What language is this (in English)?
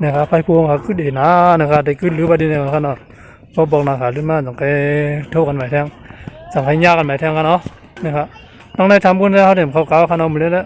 Shan